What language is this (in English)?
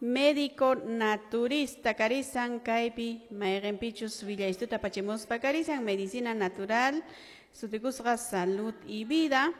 Quechua